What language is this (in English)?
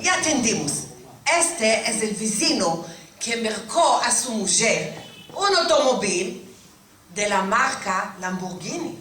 Ladino